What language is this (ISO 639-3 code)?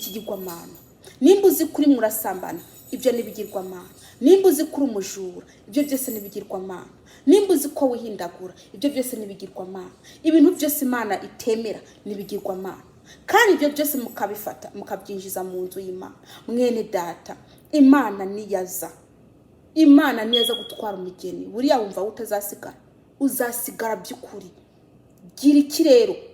run